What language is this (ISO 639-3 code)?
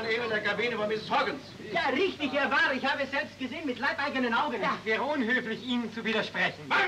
deu